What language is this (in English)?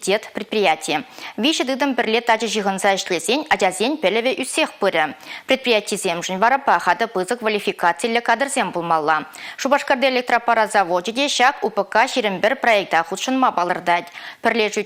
Chuvash